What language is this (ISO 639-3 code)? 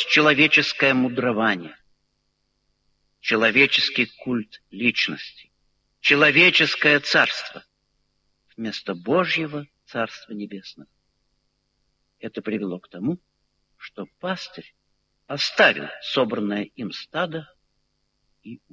rus